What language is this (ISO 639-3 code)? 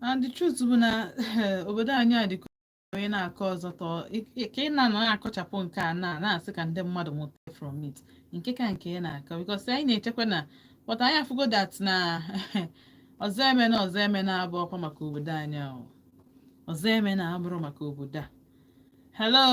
ibo